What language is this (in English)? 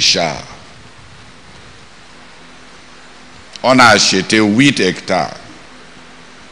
French